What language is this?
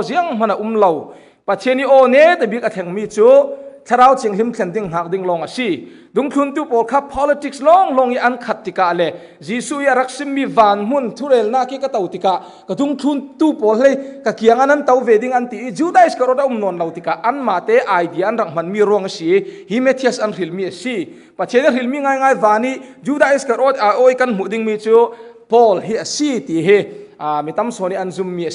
Falam Chin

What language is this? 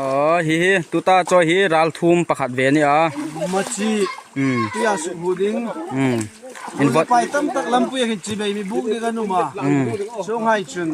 Hmar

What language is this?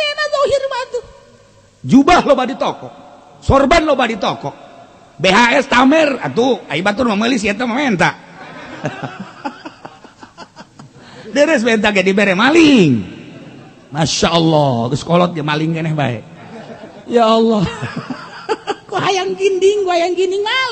Sundanese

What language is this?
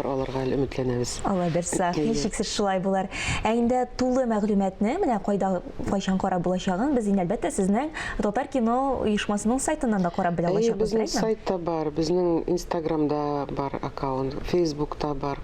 Tatar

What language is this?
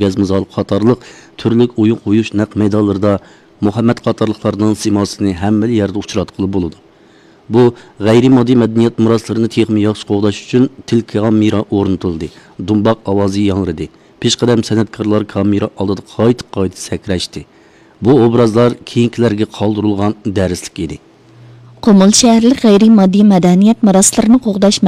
Uyghur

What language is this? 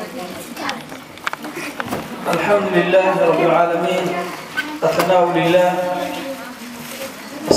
Arabic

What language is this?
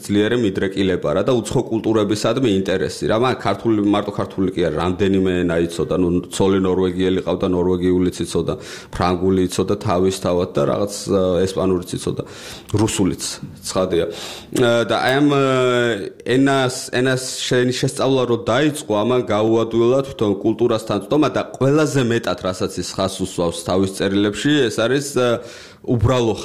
Georgian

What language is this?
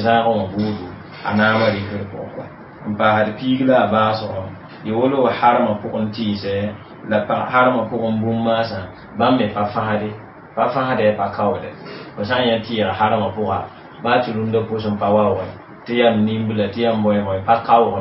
Mossi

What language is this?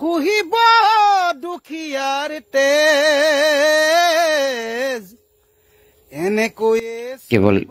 Assamese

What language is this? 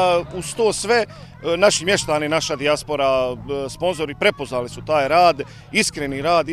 Bosnian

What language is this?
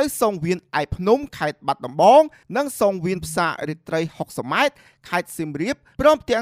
Khmer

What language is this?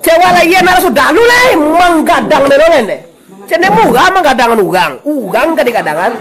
Minangkabau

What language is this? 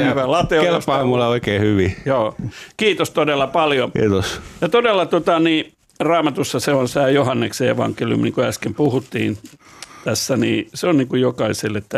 Finnish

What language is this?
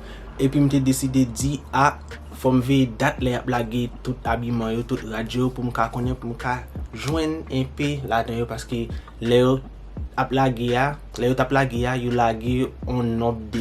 Haitian Creole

